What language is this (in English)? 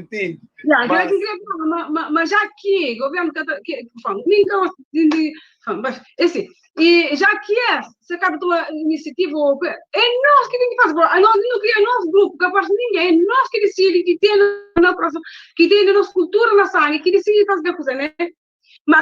Kabuverdianu